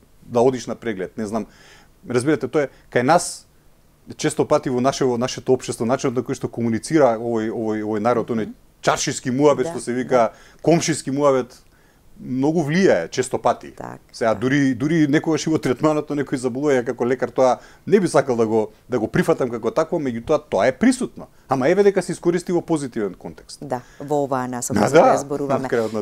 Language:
Macedonian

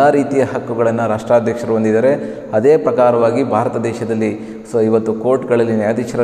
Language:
Kannada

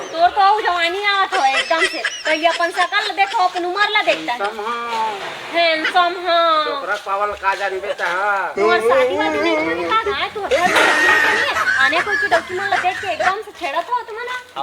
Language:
Chhattisgarhi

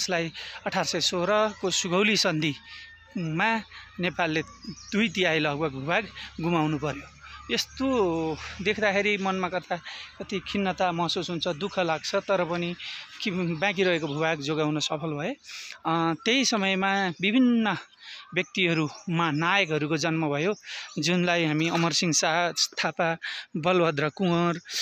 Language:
Nepali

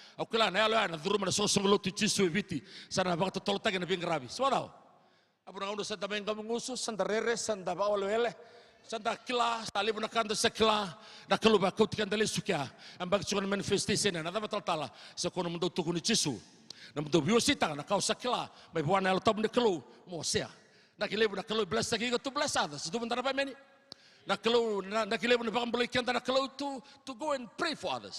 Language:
Fijian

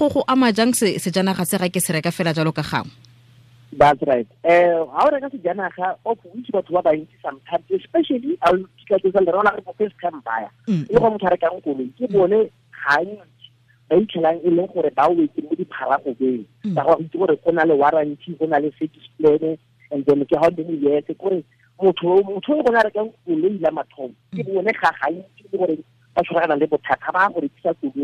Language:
Tswana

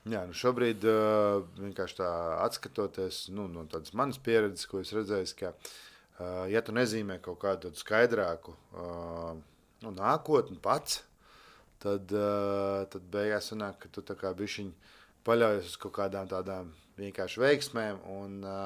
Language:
Latvian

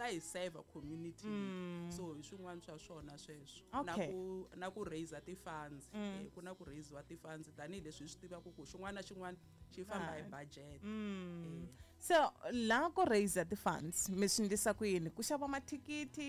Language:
Tsonga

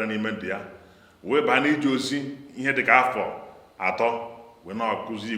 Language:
Igbo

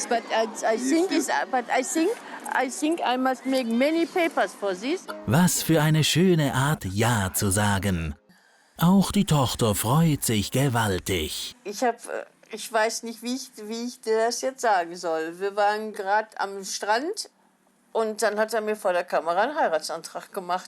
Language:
Swiss German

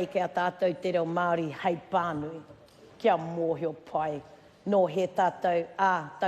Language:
Māori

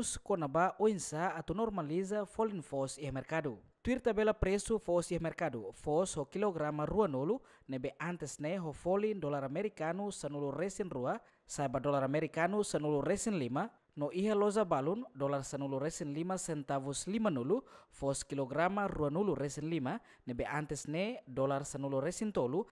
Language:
Tetum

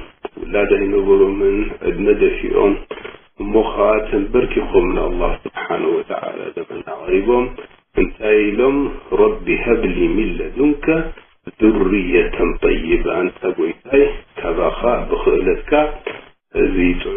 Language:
Tigrinya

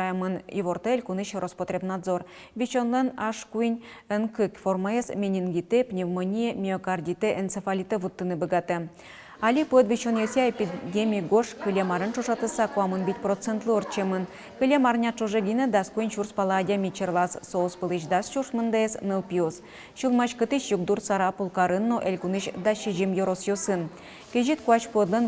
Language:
Udmurt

